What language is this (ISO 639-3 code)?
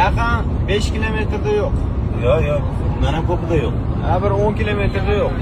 uzb